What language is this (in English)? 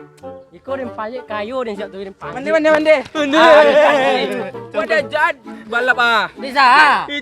Minangkabau